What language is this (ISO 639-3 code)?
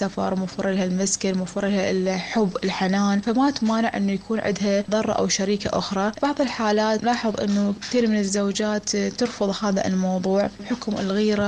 acm